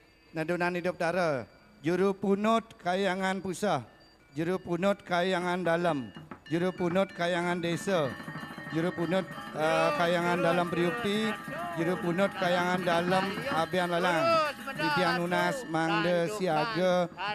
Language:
Balinese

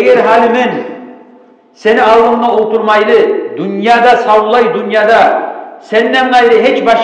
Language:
Kumyk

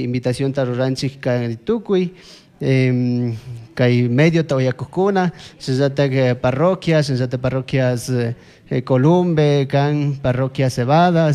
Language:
Chimborazo Highland Quichua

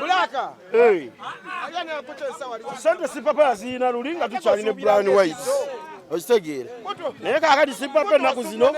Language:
Ganda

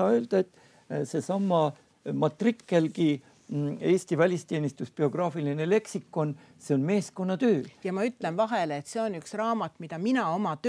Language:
Estonian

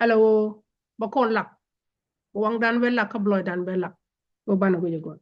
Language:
Nuer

